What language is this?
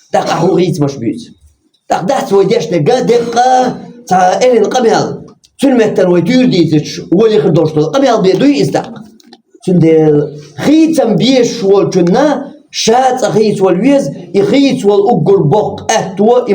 Chechen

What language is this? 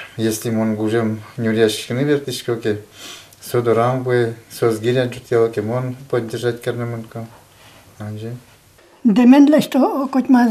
Udmurt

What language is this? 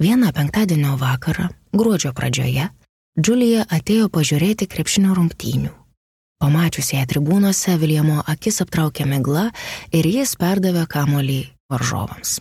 Lithuanian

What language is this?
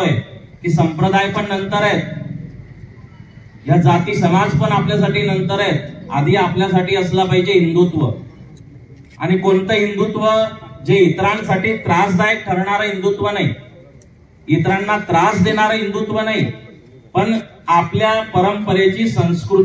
Marathi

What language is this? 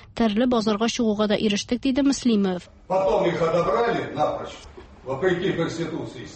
Tatar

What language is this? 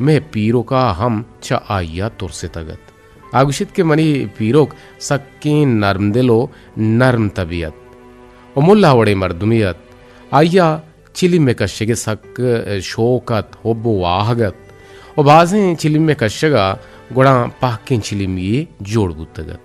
Eastern Balochi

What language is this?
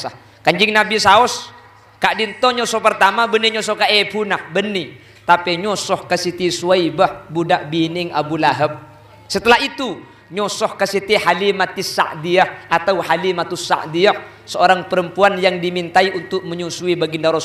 Madurese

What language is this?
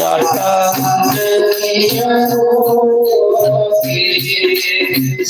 Dogri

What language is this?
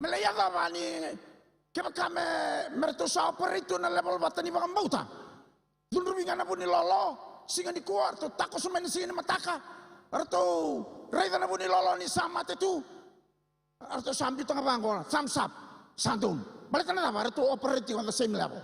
Fijian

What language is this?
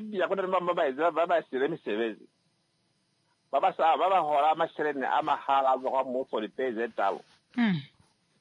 Swahili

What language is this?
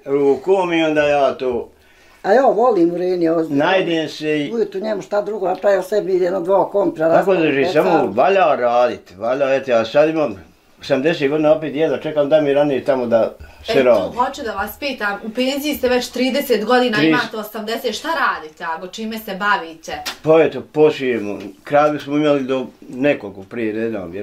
Bosnian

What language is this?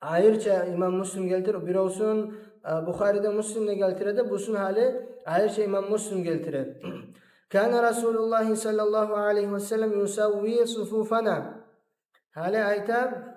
Kumyk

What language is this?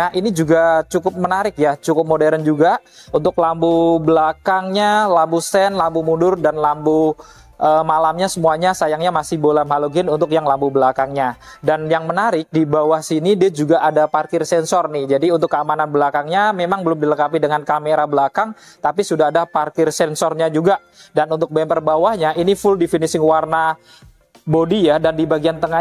Indonesian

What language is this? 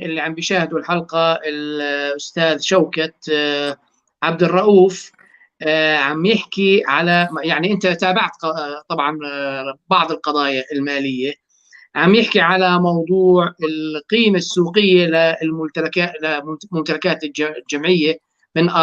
North Levantine Arabic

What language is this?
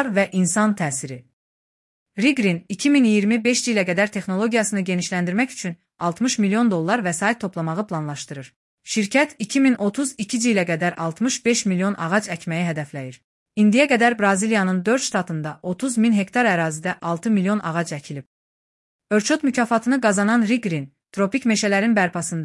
Azerbaijani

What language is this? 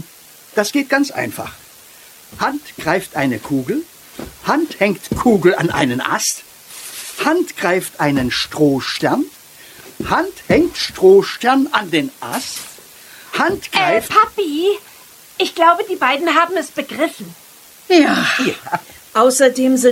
German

